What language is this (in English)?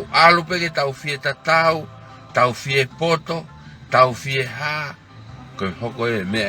Tongan